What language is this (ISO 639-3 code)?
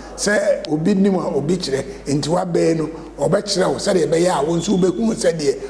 aka